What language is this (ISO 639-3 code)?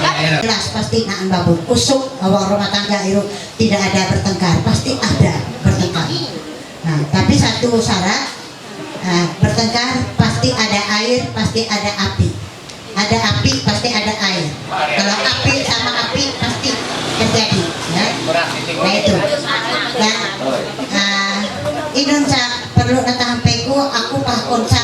mhy